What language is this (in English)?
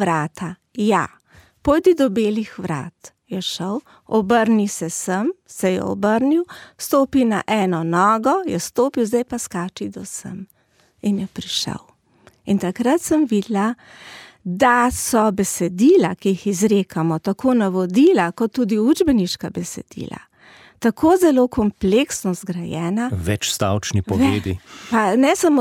Slovenian